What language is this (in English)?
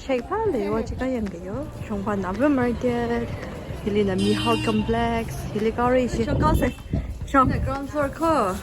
Tangkhul Naga (India)